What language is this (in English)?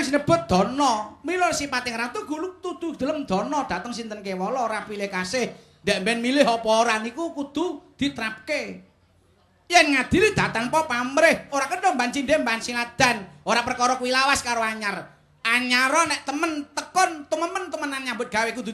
Javanese